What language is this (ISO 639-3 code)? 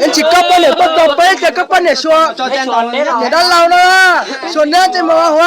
hmn